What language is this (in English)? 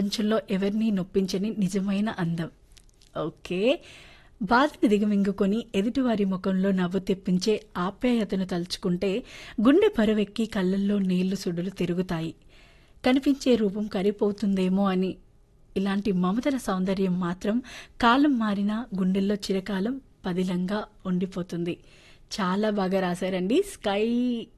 Telugu